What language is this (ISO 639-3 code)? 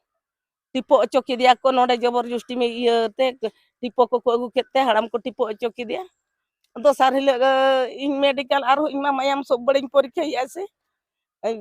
sat